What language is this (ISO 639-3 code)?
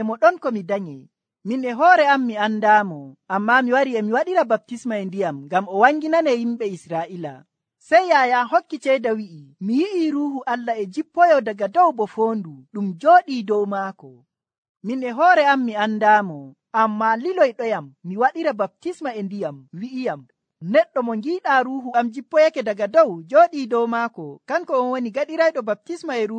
fuv